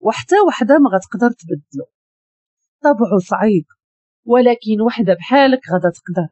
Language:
Moroccan Arabic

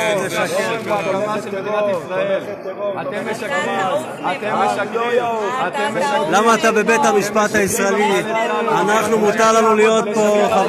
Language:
Hebrew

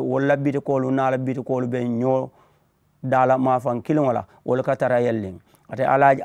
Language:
Mandingo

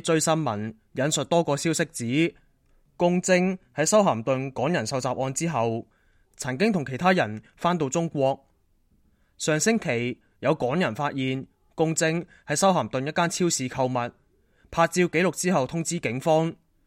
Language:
Cantonese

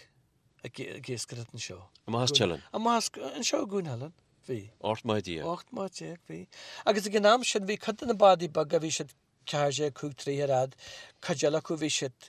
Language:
Irish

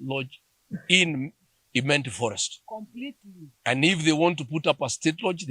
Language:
Meru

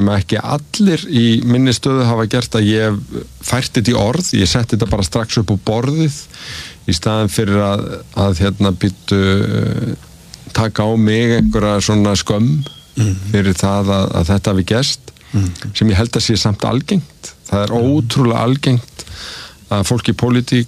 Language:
Icelandic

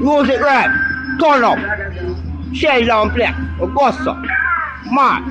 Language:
Jamaican Creole English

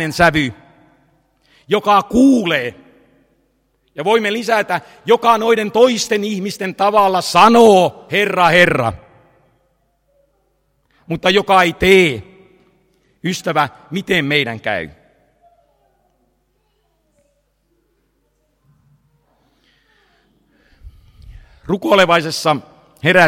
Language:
Finnish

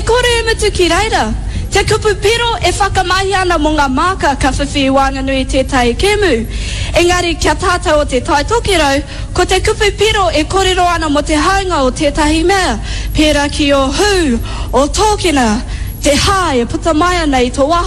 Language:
Māori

